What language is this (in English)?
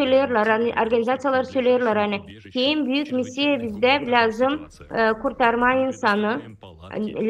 Gagauz